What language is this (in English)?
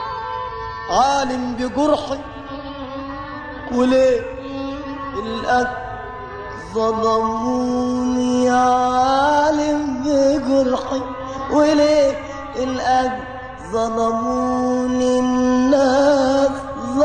Egyptian Arabic